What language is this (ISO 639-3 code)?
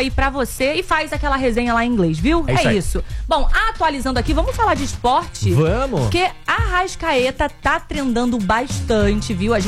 por